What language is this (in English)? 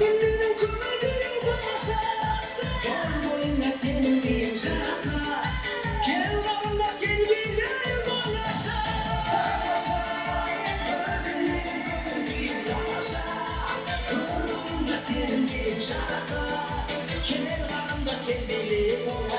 Kara-Kalpak